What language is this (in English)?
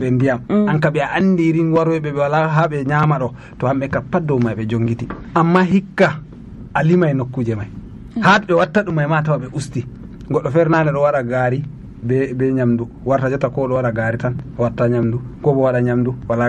Nigerian Fulfulde